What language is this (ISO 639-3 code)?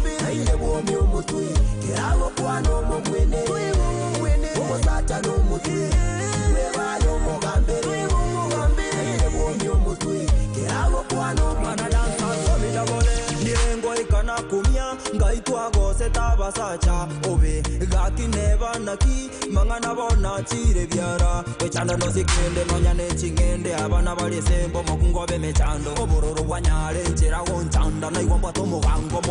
guz